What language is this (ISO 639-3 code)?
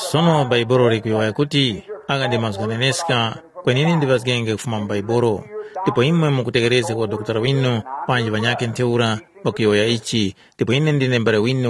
tum